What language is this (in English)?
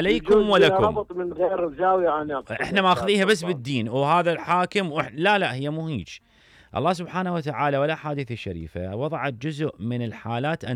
Mesopotamian Arabic